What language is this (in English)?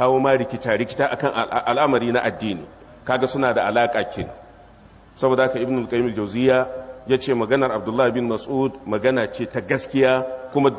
Hausa